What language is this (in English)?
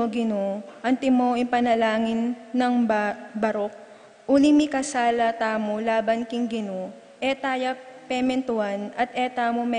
Pampanga